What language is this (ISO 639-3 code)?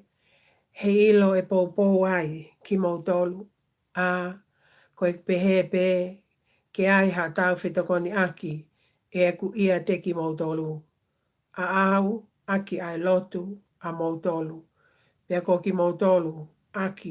ton